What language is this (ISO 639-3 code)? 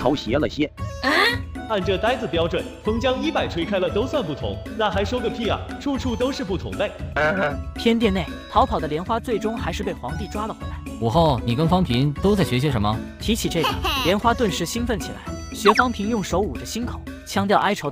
zho